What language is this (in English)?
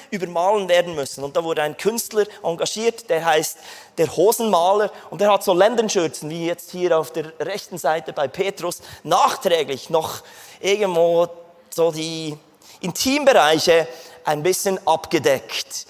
Swiss German